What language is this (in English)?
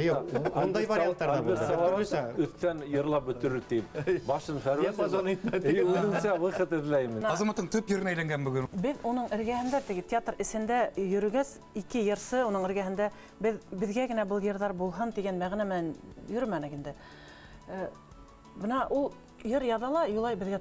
Bashkir